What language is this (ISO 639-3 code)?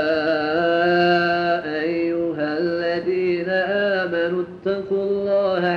bos